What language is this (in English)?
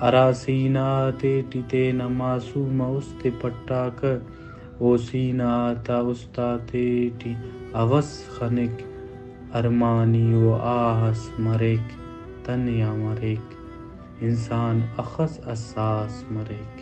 Brahui